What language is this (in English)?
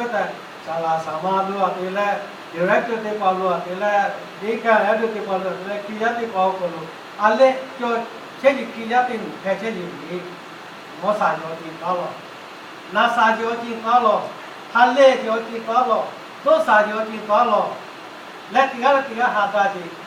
Lahu